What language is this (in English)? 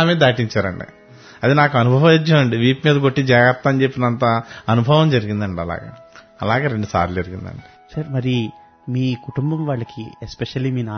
Telugu